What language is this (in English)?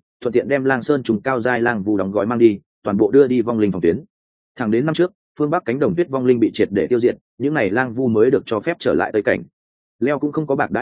Vietnamese